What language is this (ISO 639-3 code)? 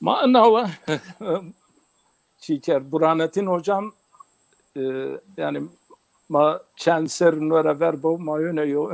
zza